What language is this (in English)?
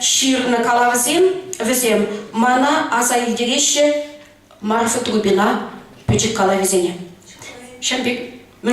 Chuvash